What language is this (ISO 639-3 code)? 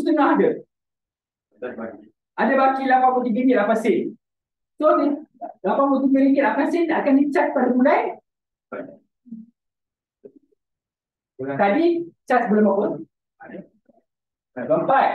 msa